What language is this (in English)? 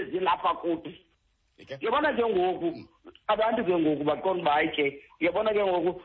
Xhosa